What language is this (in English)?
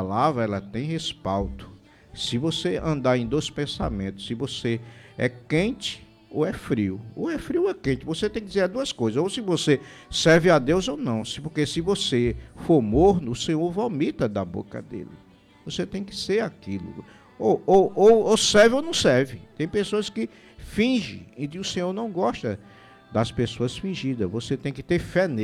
Portuguese